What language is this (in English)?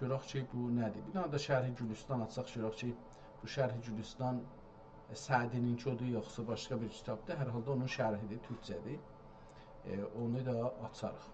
South Azerbaijani